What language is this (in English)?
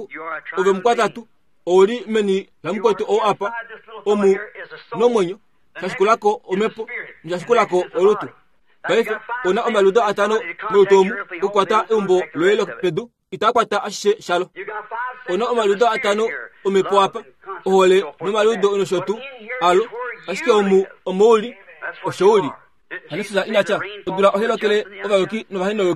Kuanyama